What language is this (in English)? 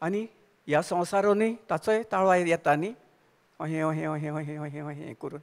Konkani